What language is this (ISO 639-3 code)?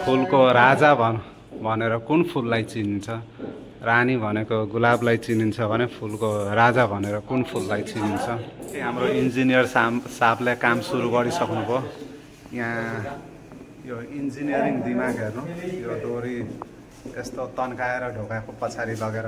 nep